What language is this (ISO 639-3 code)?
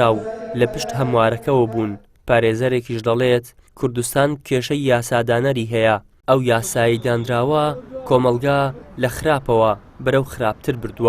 ckb